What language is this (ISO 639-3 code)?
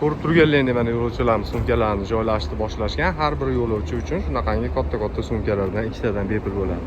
uzb